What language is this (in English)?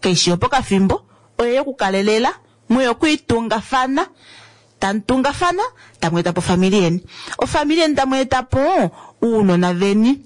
Kuanyama